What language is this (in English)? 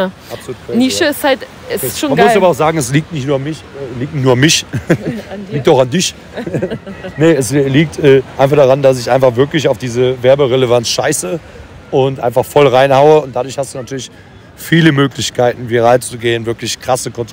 German